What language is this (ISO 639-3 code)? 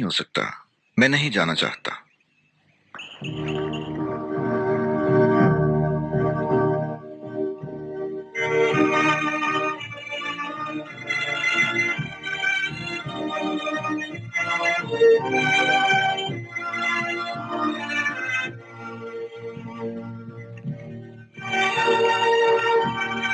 urd